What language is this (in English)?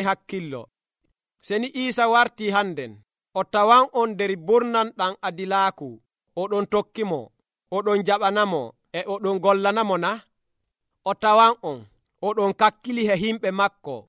Nigerian Fulfulde